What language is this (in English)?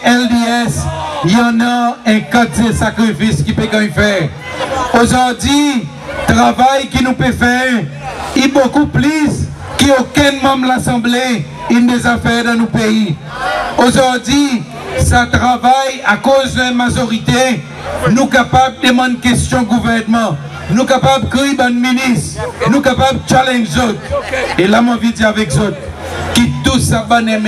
Seselwa Creole French